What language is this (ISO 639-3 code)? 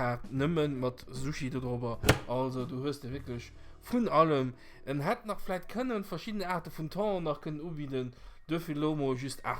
ltz